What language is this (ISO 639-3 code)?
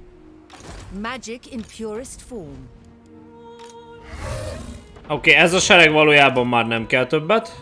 hun